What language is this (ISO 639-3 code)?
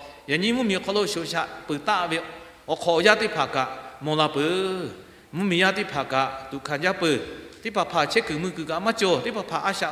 lhu